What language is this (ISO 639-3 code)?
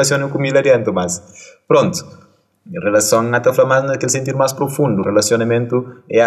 kea